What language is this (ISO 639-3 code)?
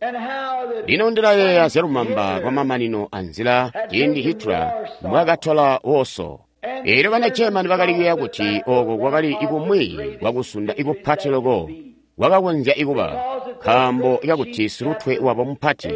toi